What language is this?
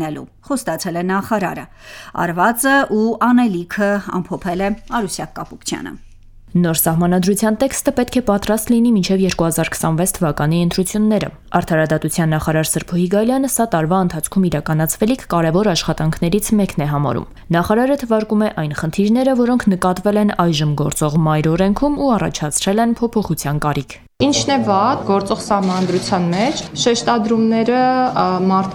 Armenian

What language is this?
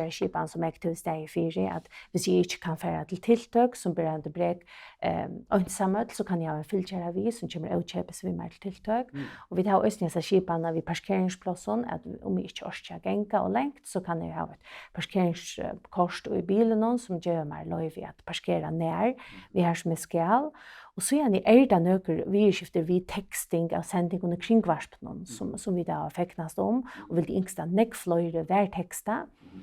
Faroese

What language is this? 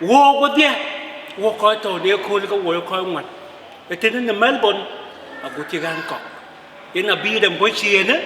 Dinka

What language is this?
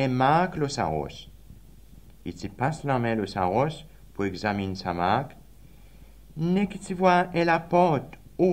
Seselwa Creole French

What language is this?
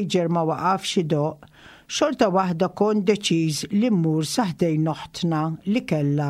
Maltese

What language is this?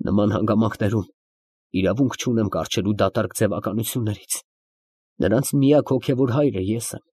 Armenian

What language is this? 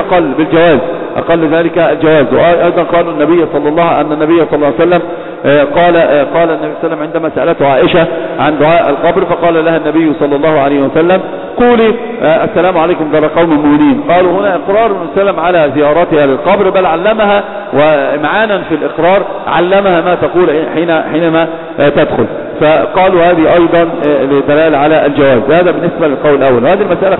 Arabic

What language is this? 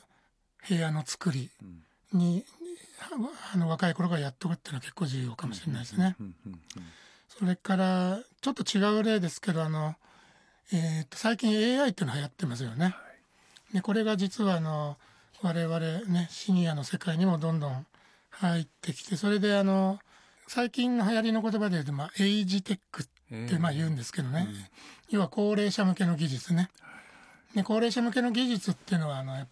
Japanese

